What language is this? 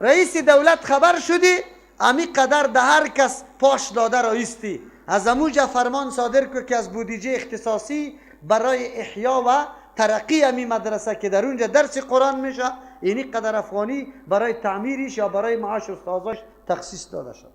Persian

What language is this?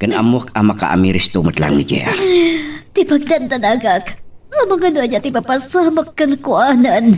Iloko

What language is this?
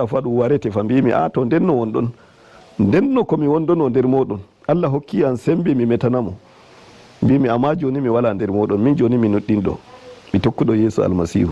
Nigerian Fulfulde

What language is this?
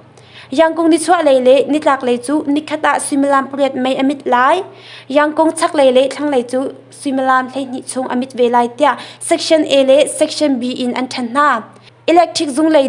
Hakha Chin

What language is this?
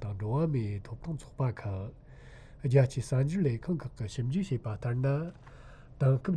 Tibetan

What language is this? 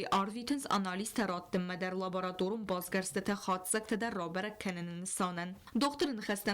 Ossetic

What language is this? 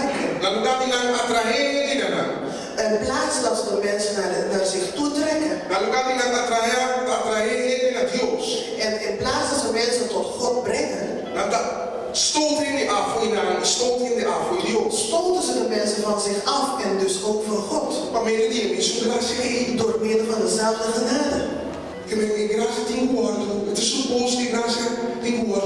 Papiamento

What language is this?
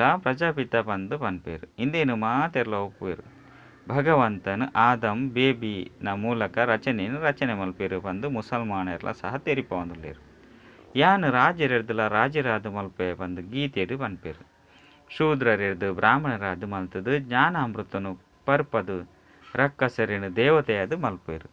Tulu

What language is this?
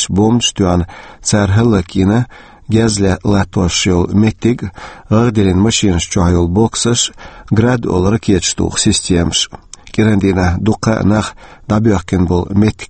Chechen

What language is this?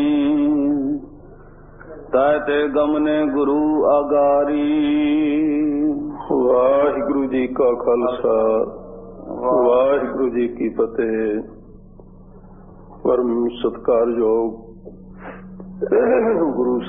Punjabi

